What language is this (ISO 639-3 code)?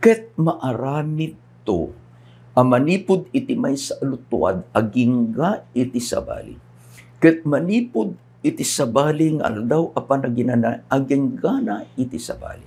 ilo